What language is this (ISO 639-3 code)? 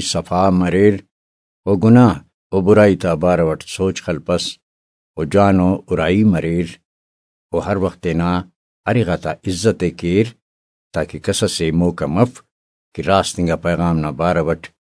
brh